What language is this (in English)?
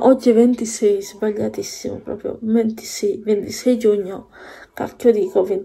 Italian